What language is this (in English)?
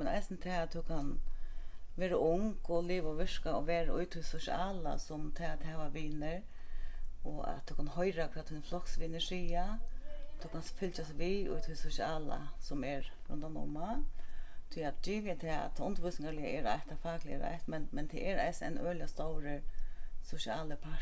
Faroese